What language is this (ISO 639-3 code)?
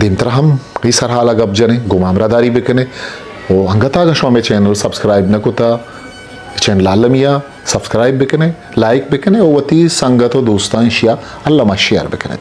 bgp